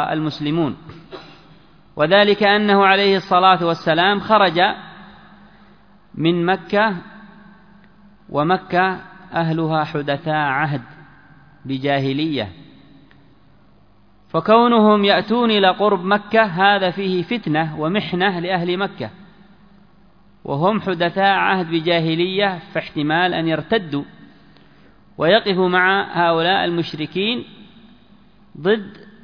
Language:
Arabic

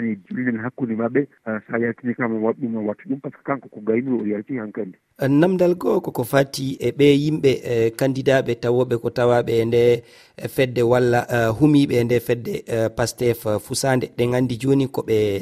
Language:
Fula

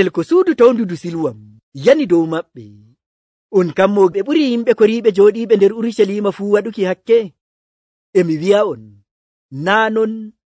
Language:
Nigerian Fulfulde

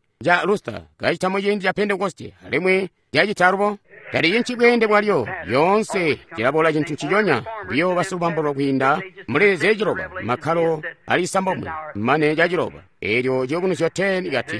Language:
Tonga (Zambia)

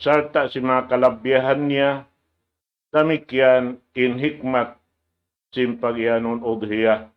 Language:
Tausug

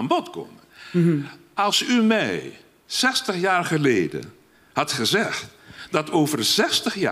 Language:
Dutch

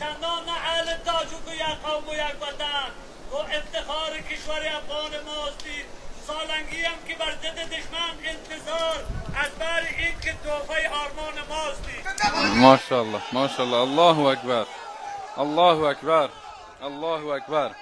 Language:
Persian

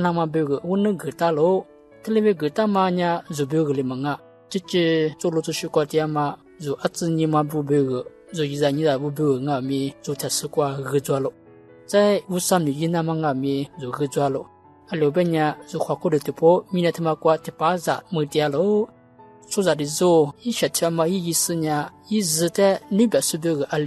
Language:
Lisu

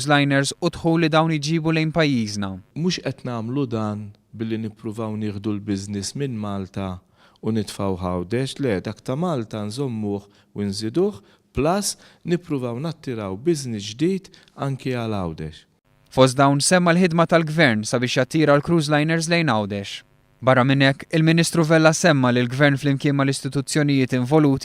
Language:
Maltese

